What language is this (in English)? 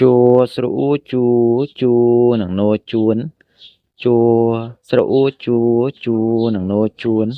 Khmer